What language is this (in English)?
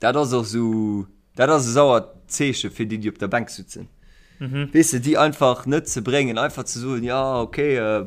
Luxembourgish